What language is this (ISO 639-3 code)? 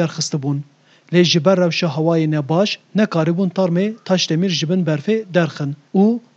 kur